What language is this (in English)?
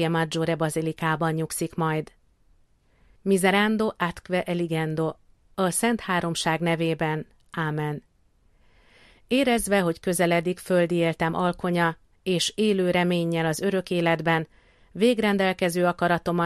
Hungarian